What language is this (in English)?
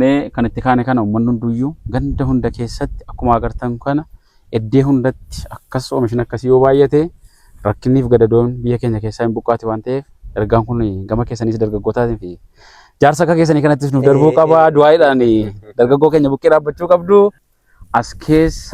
Oromo